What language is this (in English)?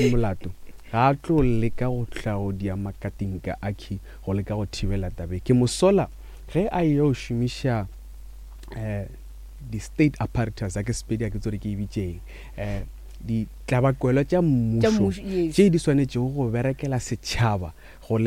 Northern Sotho